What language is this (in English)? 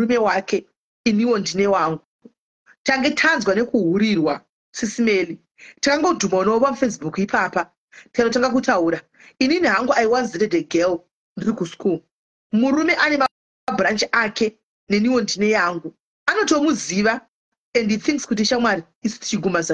Shona